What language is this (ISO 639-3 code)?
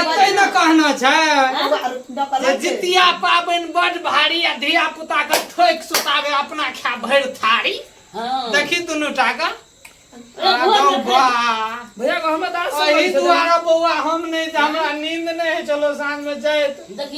mai